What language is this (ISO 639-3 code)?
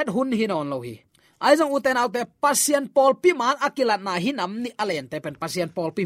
ctd